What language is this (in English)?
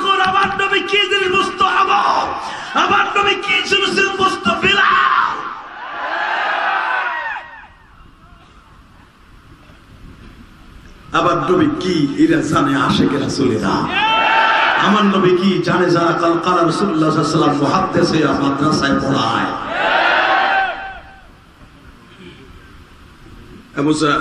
Bangla